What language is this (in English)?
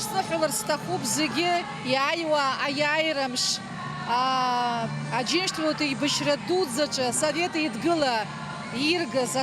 Abkhazian